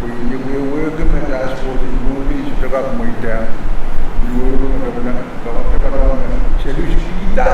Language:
Pohnpeian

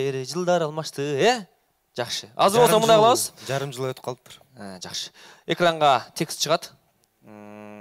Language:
Kyrgyz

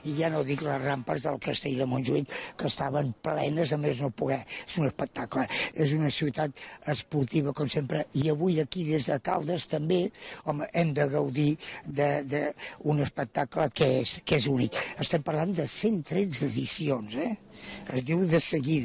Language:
Catalan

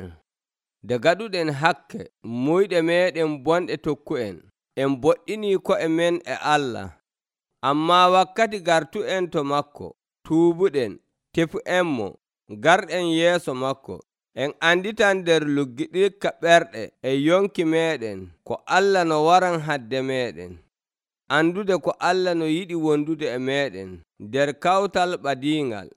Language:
Nigerian Fulfulde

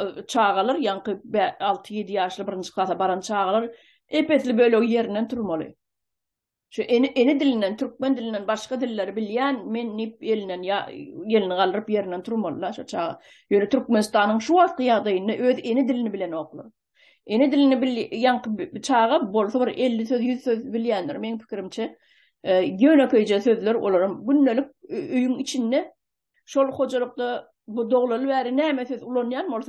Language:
Turkmen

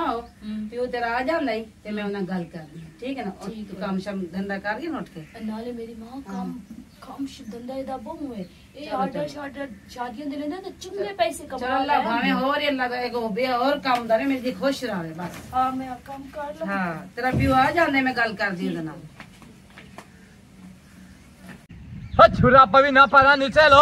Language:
Punjabi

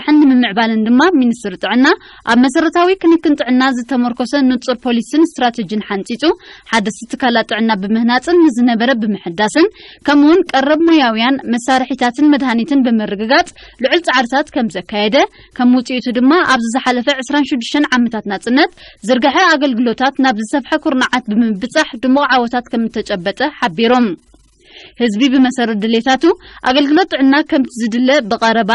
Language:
Tigrinya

